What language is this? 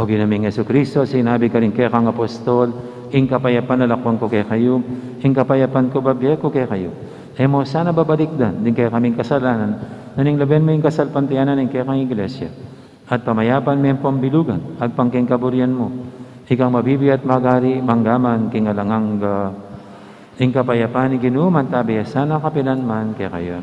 Pampanga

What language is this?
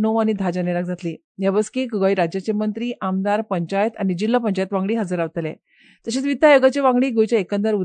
Konkani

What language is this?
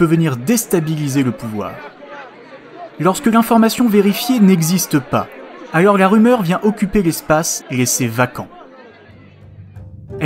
French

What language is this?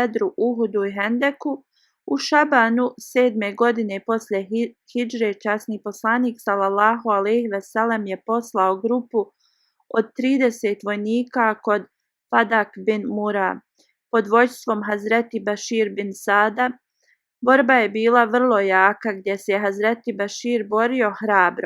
Bosnian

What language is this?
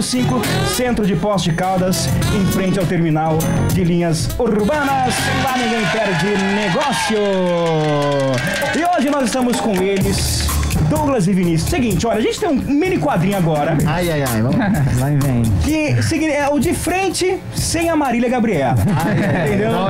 Portuguese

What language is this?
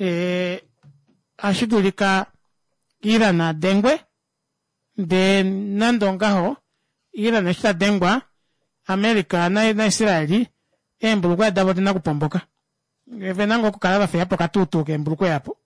Kuanyama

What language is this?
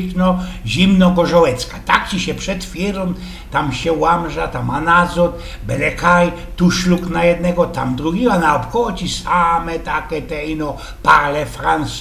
Silesian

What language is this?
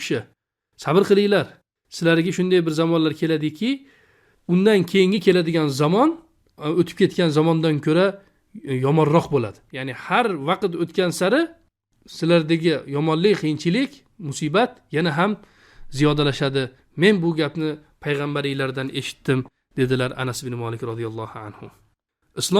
Uzbek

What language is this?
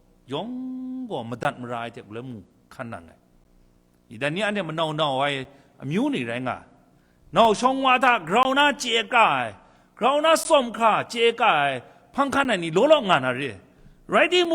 Kachin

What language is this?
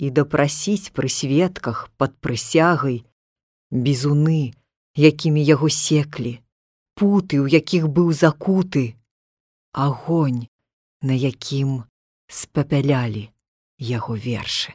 Belarusian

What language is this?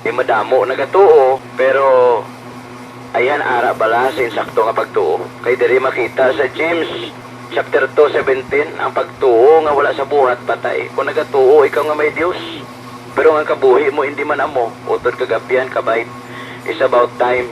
Hiligaynon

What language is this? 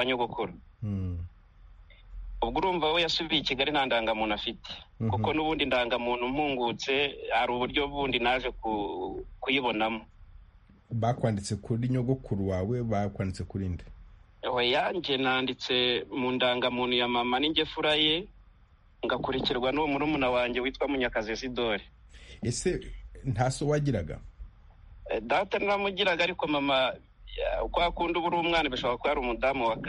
Kinyarwanda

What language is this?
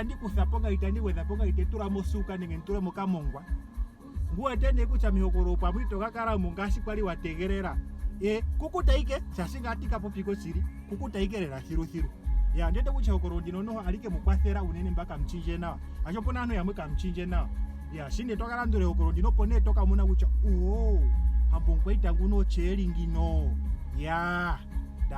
Ndonga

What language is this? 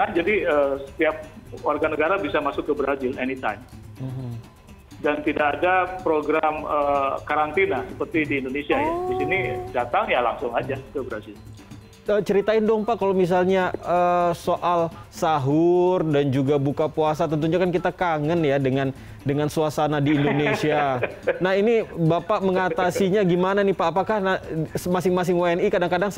Indonesian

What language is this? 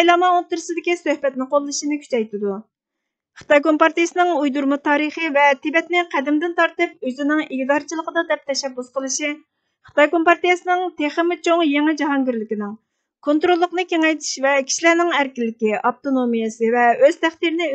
Uyghur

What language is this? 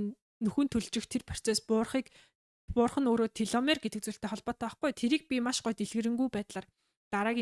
Mongolian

